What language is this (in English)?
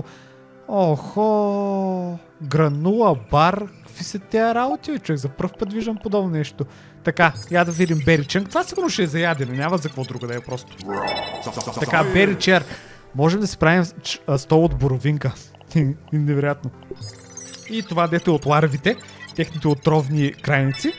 Bulgarian